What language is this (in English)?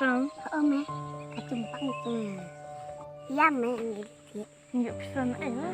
Khasi